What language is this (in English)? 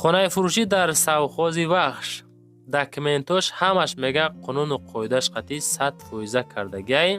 Tajik